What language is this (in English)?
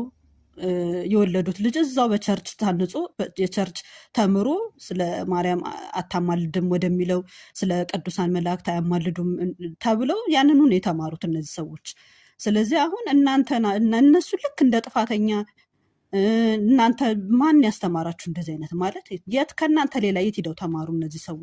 Amharic